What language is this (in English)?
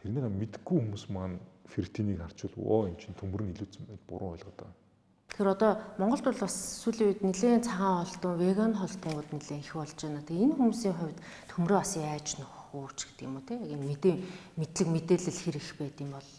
Mongolian